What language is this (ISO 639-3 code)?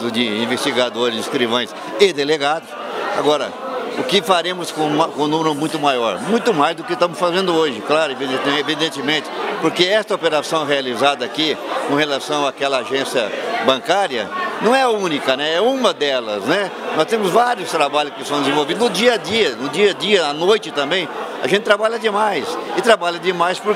por